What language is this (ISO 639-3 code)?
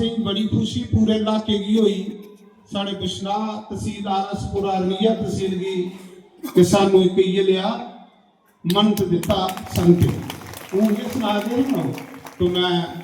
doi